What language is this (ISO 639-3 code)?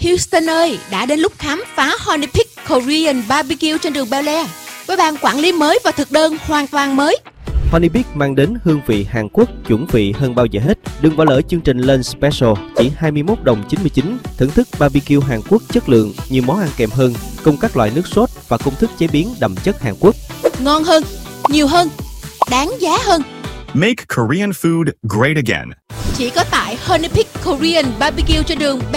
vie